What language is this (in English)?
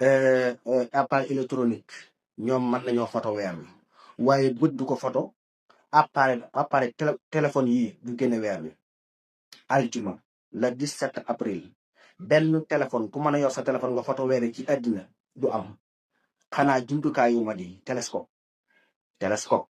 Wolof